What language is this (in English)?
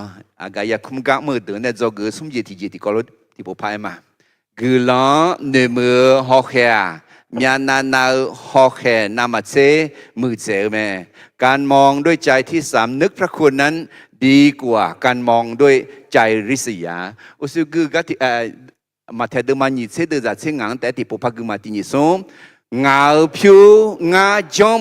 Akha